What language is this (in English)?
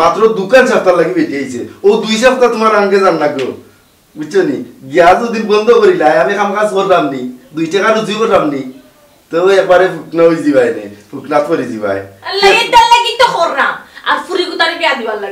Sylheti